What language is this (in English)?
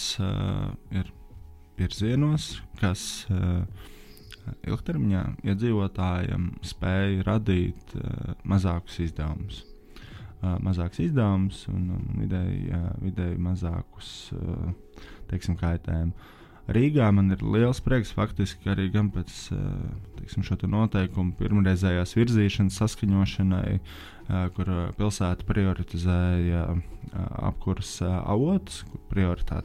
Latvian